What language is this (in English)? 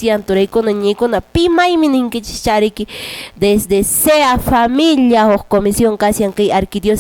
Quechua